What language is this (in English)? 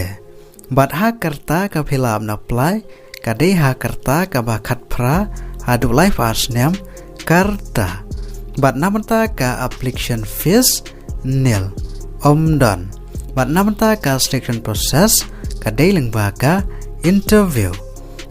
Khasi